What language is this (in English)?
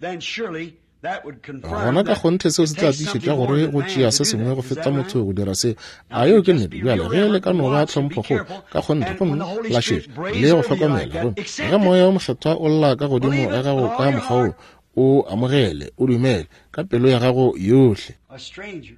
Northern Sotho